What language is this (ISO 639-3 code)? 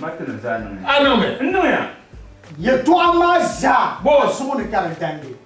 dag